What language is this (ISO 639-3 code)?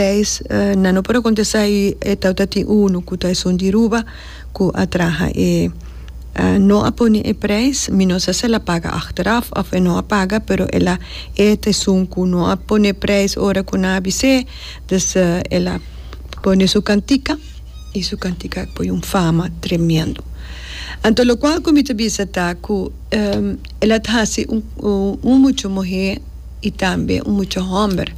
pap